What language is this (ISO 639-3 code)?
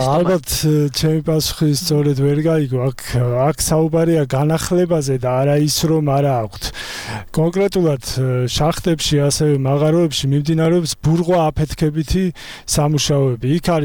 kat